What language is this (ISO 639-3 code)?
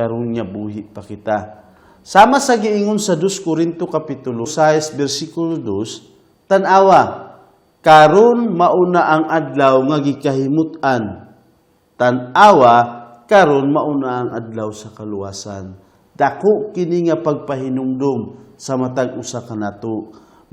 ceb